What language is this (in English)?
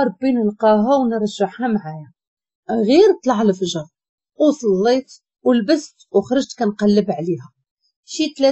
Moroccan Arabic